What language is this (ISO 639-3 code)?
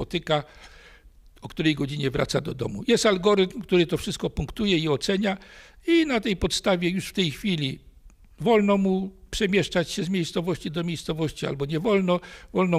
pol